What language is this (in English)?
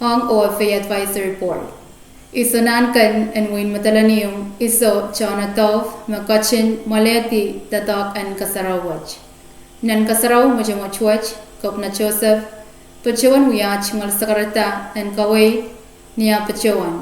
Pohnpeian